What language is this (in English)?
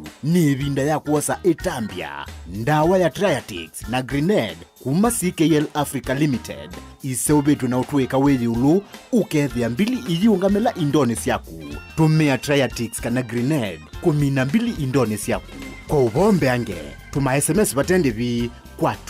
Kamba